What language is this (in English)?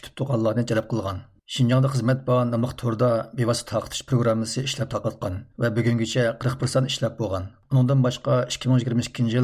Uyghur